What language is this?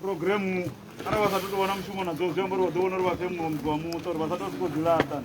Venda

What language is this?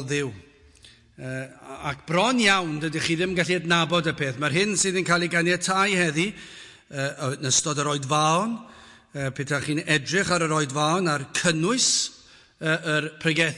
Welsh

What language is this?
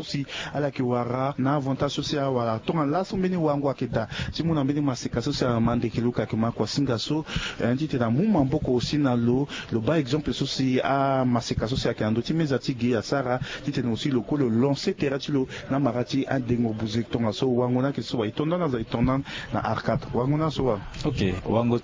Sango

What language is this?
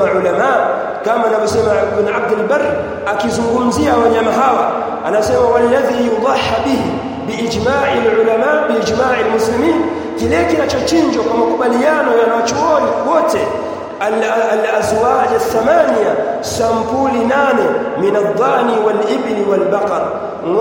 Swahili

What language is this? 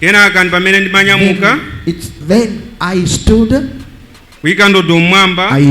Nyanja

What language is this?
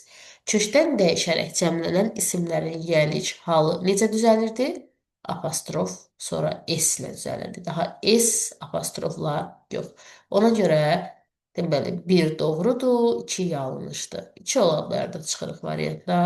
Azerbaijani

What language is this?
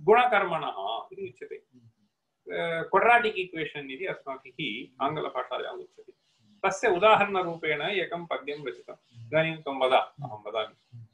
Sanskrit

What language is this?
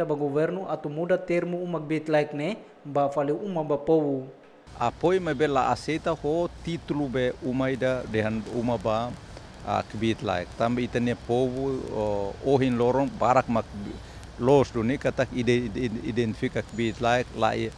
Tetum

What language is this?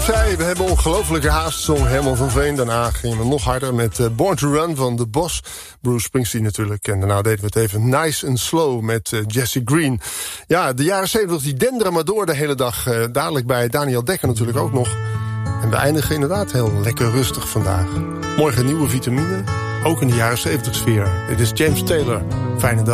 Dutch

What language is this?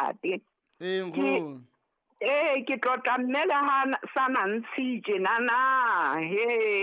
Southern Sotho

